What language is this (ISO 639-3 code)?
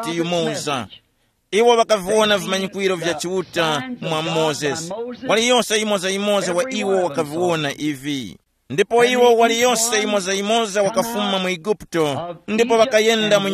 tum